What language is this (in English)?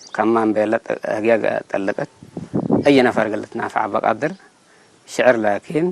Tigre